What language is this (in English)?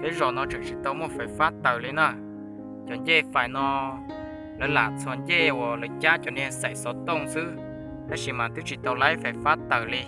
Hmong